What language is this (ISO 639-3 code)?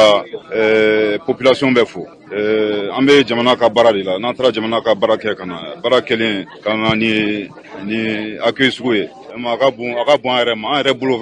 bam